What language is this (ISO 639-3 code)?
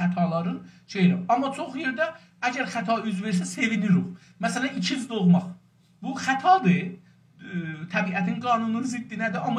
azb